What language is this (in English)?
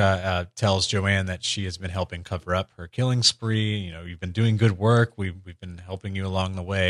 English